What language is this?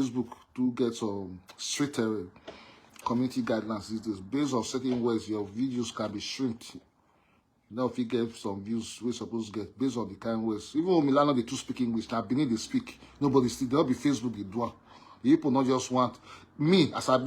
Nigerian Pidgin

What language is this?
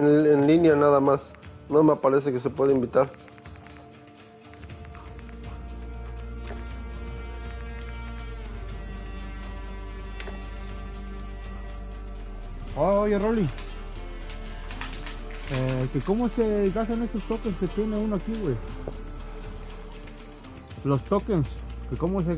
Spanish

